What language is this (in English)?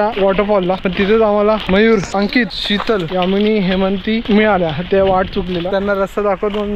Marathi